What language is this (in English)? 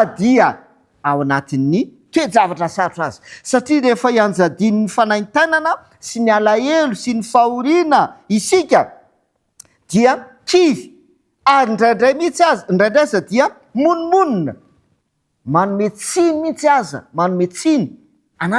Malagasy